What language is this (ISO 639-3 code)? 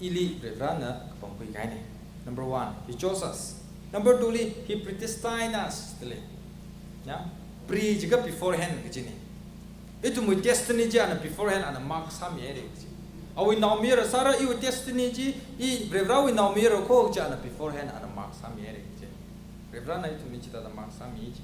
nmf